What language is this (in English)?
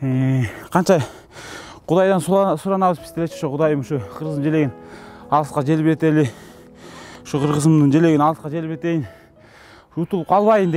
Kyrgyz